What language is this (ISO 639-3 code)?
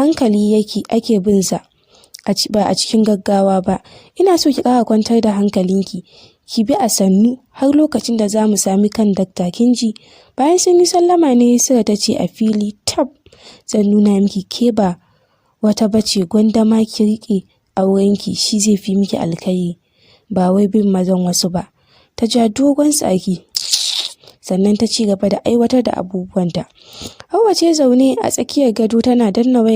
hau